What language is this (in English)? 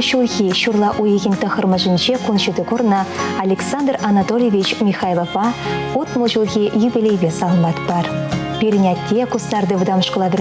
Chuvash